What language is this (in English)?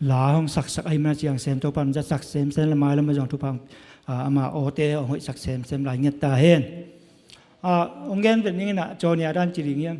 Tedim Chin